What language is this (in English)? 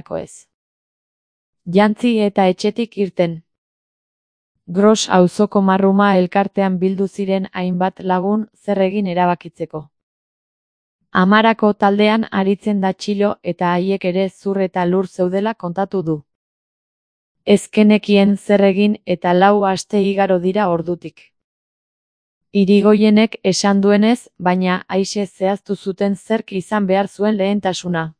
Basque